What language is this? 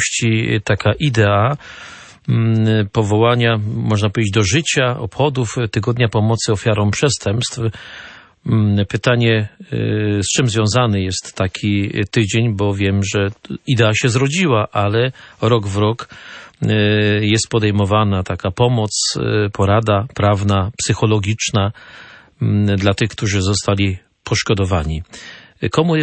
Polish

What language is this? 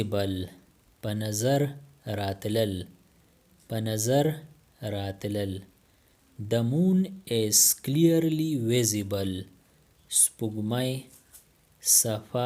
Pashto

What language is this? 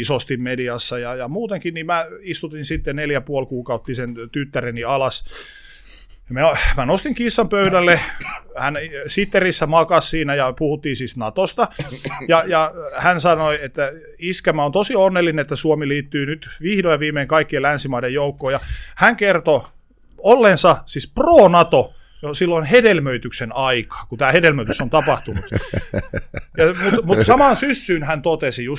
Finnish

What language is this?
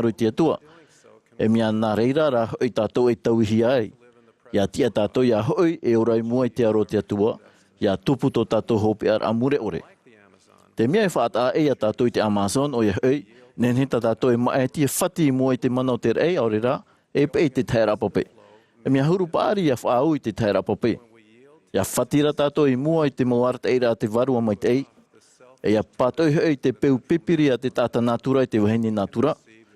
Tahitian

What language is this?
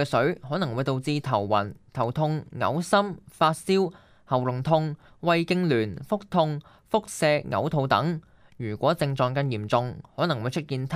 Cantonese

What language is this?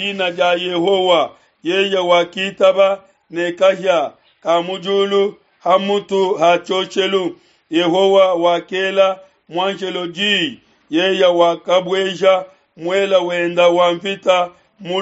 Luba-Lulua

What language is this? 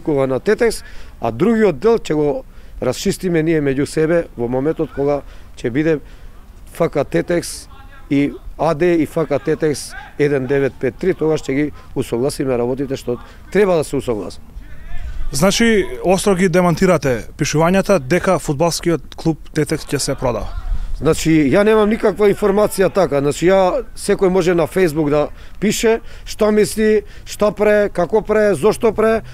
Macedonian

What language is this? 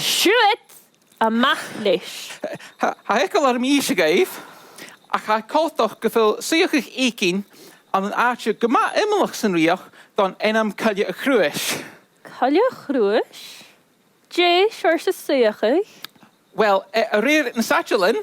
Scottish Gaelic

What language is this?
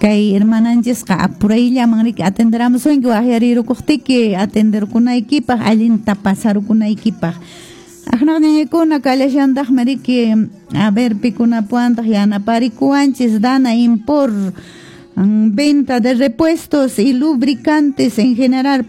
Quechua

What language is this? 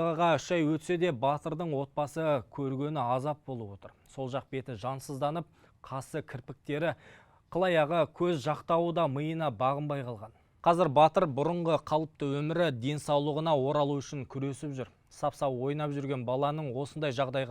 Kazakh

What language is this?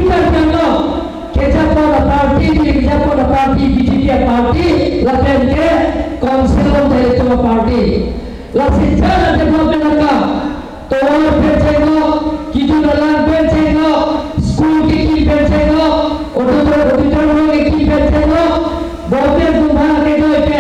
Karbi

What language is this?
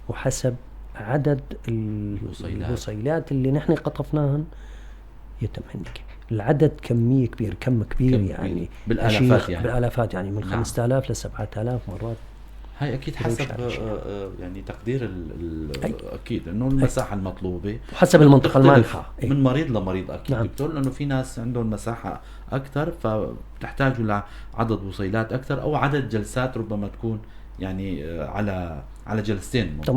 North Levantine Arabic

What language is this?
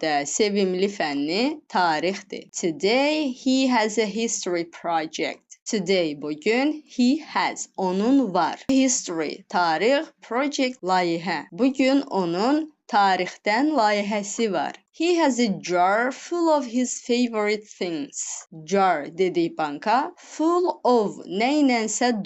Azerbaijani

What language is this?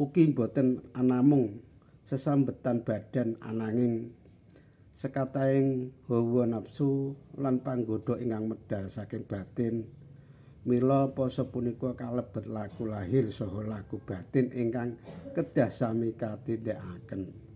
Javanese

